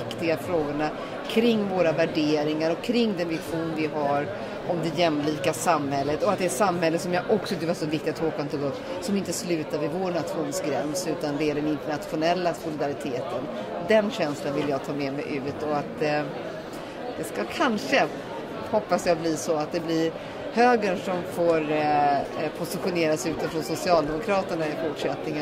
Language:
Swedish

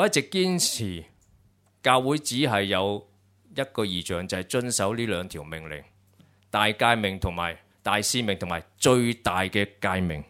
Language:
Cantonese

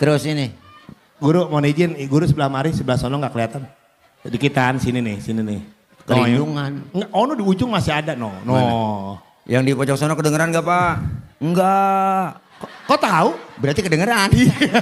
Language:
Betawi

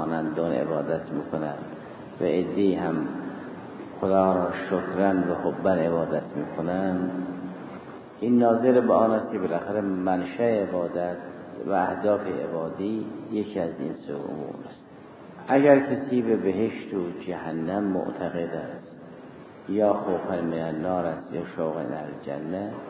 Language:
Persian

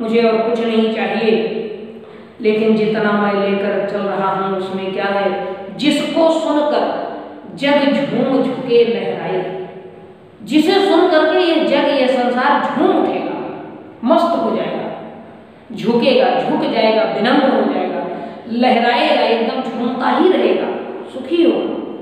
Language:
Hindi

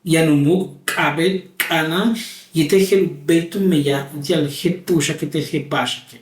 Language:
Yucateco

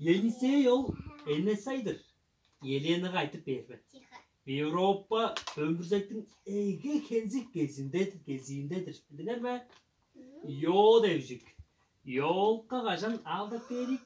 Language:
Tuvinian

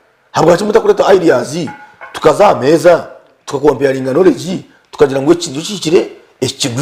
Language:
Nyankole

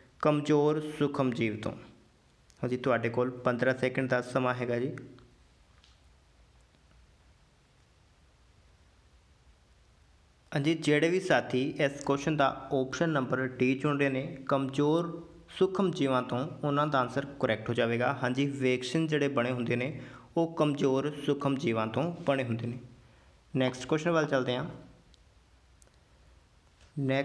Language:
Punjabi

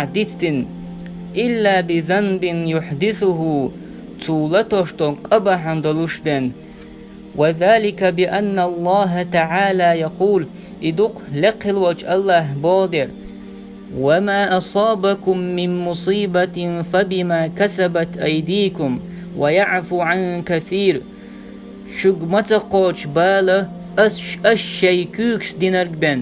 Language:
Chechen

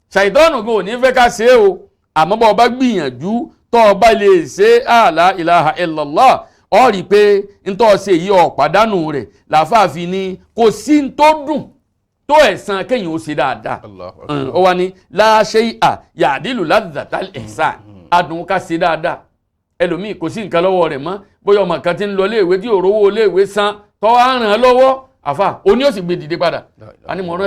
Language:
Yoruba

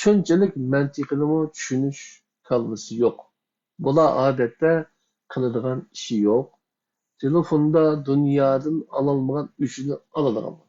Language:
Uyghur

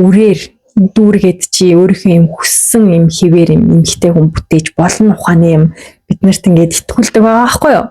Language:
Mongolian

